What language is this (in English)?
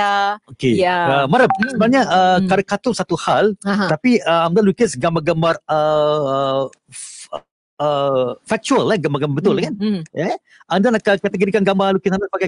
Malay